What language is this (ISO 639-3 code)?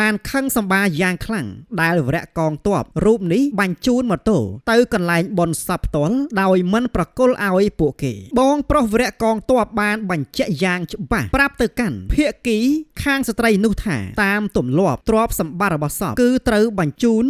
khm